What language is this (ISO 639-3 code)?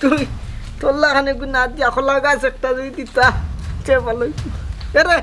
syl